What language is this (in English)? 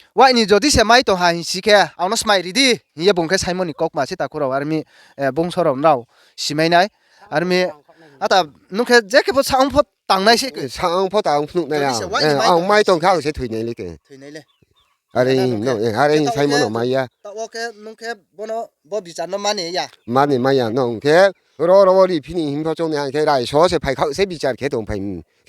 Riang (India)